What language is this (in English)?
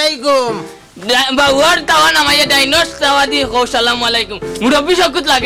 Sylheti